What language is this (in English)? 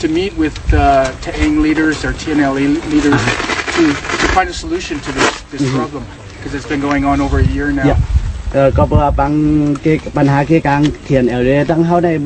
Shan